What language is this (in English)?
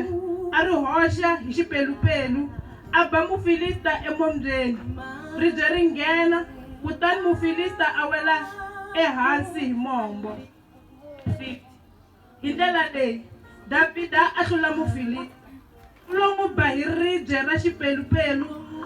Tsonga